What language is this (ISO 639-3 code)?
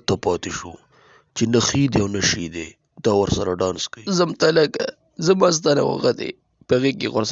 pus